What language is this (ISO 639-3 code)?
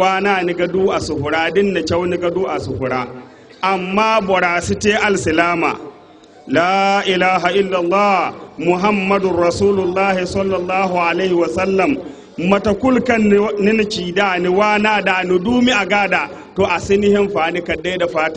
dje